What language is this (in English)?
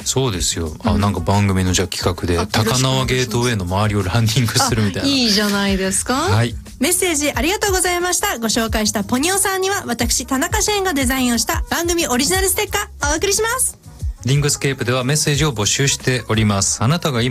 Japanese